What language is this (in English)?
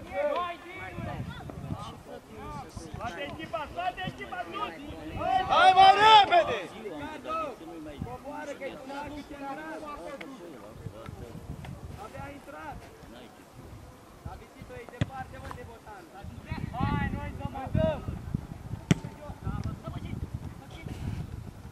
Romanian